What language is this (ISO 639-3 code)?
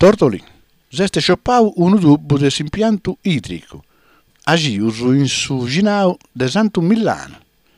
srd